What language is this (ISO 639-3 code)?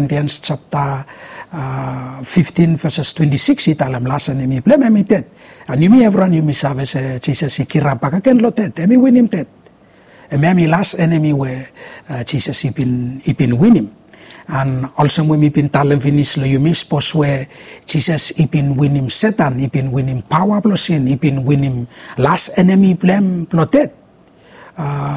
bis